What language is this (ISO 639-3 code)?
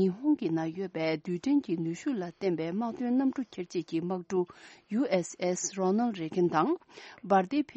bod